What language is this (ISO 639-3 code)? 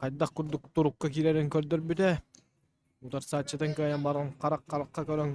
sah